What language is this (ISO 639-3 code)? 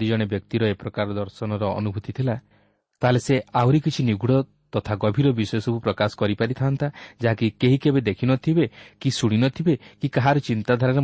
ori